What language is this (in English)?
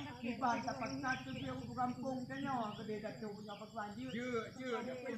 Achinese